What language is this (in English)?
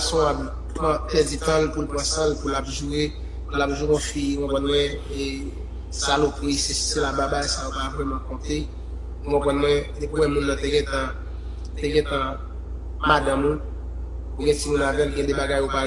Haitian Creole